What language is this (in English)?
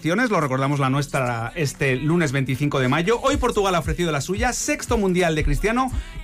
Spanish